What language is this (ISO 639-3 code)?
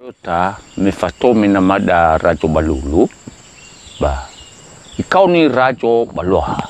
nia